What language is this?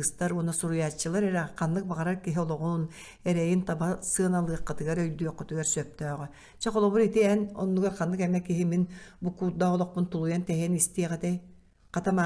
Yakut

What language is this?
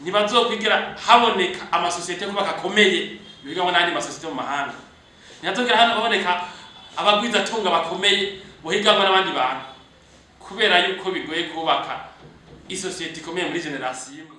Rundi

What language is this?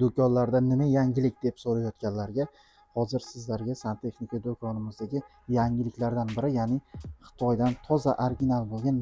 Uzbek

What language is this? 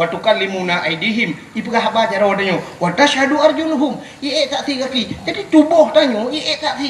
Achinese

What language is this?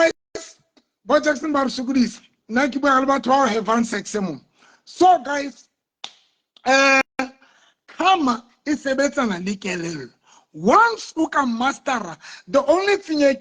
Southern Sotho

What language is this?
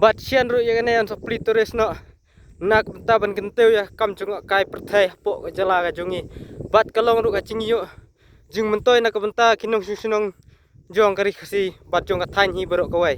Khasi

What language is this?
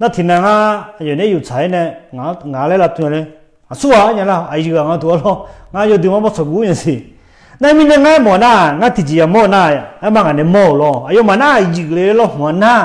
Akha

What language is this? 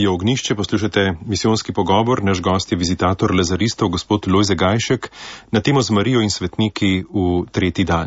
Slovenian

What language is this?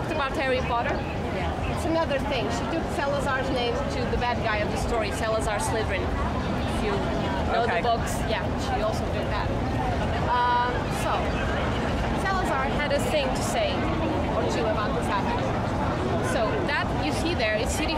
English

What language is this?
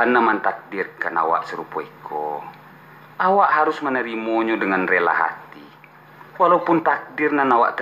Minangkabau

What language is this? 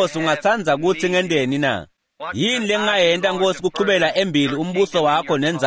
Swati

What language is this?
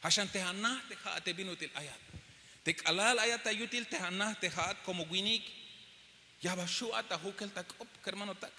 Tzeltal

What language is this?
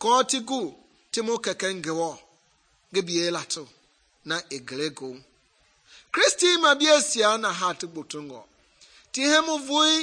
Mende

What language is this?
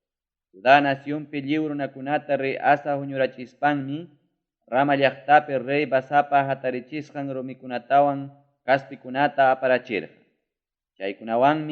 Ayacucho Quechua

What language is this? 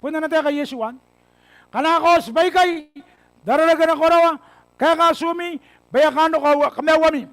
Gilbertese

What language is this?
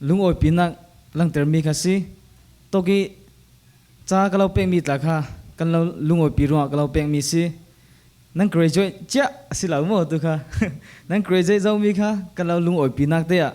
Falam Chin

